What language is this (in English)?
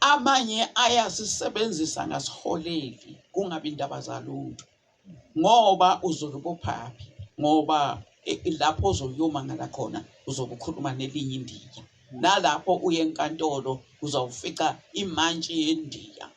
Zulu